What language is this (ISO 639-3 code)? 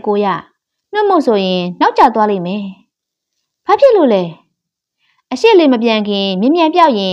mya